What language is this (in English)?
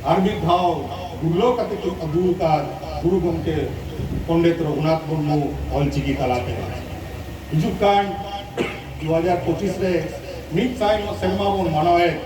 Santali